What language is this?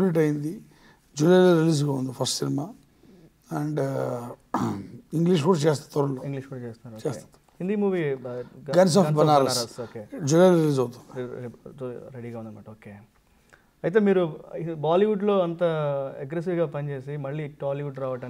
Telugu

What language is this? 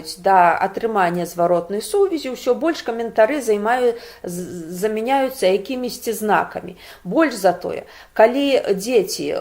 Belarusian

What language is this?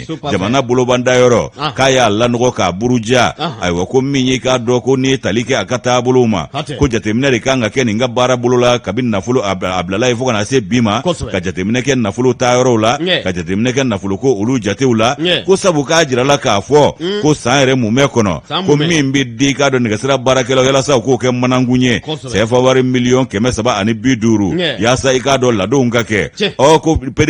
Bambara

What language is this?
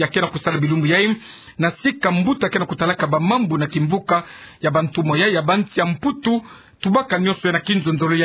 Kituba (Democratic Republic of Congo)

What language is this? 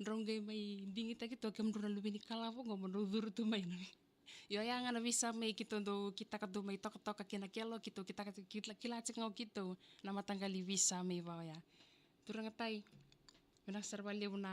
Fijian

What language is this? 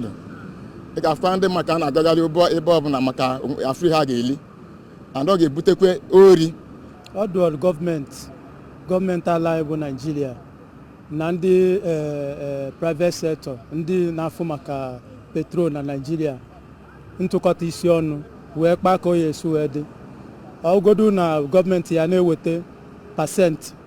Igbo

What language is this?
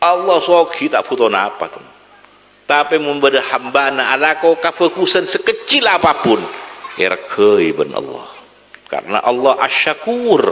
Madurese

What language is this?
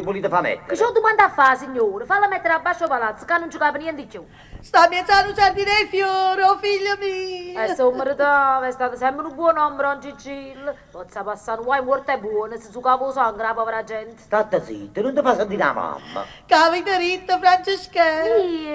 Neapolitan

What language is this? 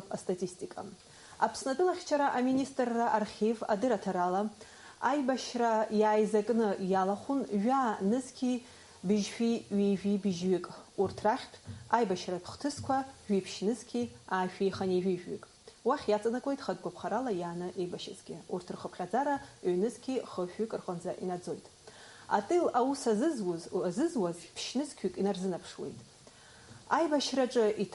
Abkhazian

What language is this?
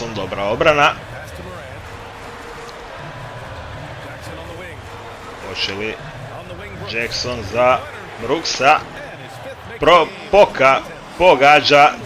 Croatian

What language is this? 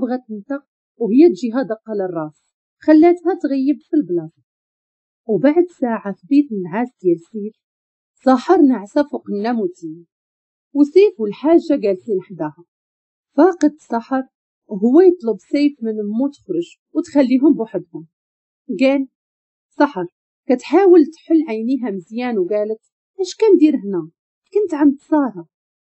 Moroccan Arabic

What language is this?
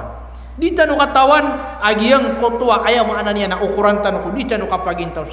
Maranao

